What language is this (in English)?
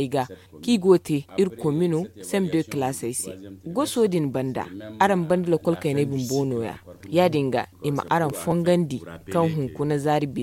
Zarma